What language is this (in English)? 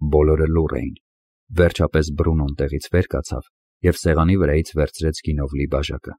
Armenian